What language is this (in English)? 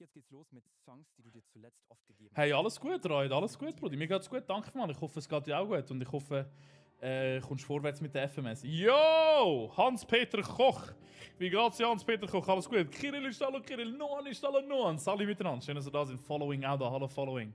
Swiss German